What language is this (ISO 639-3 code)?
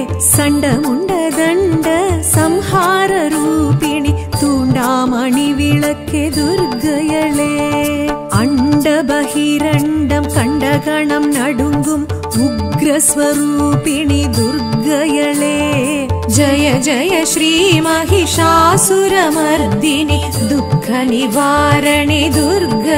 tam